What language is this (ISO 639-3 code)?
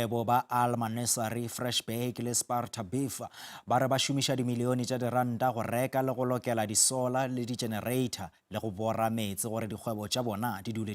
nso